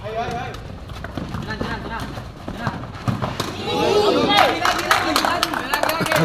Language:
Ambonese Malay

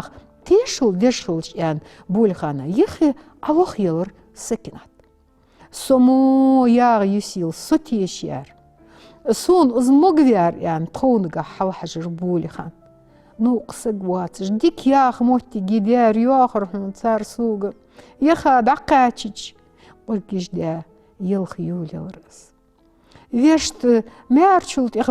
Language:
Ingush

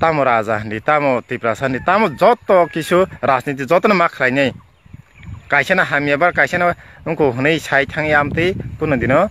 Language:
Kok Borok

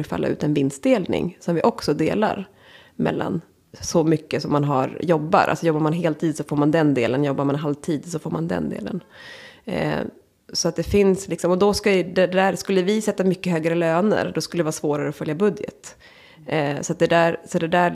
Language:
Swedish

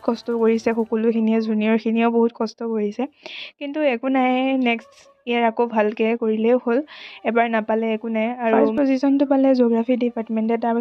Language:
Assamese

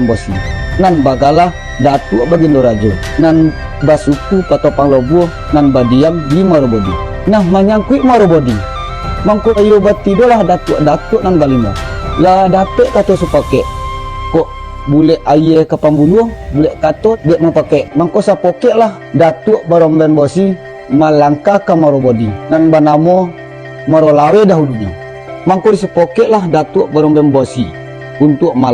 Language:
Minangkabau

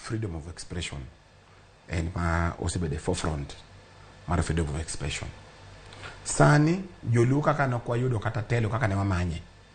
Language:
Luo (Kenya and Tanzania)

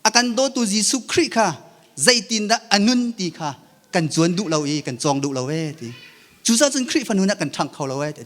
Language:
Hakha Chin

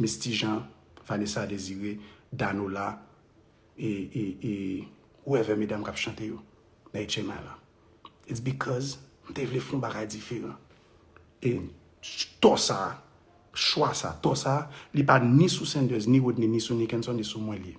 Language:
Haitian Creole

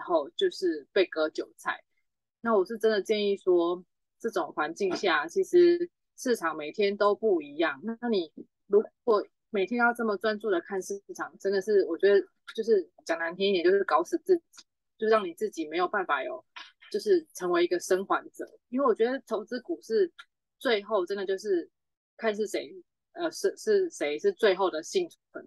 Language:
Chinese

